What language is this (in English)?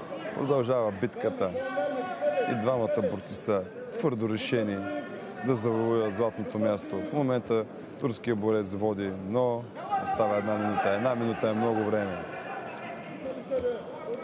Bulgarian